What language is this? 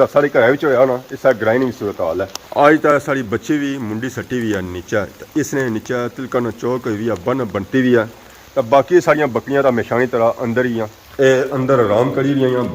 Pahari-Potwari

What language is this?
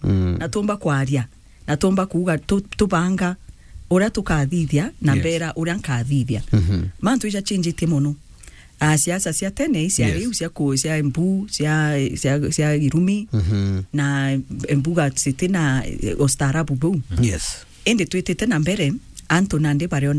Meru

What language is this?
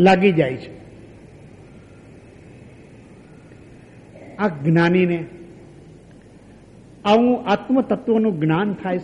Gujarati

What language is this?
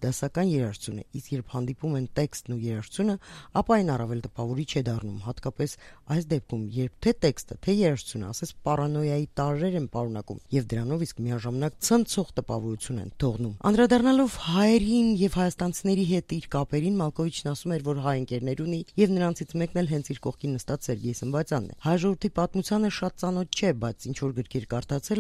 Armenian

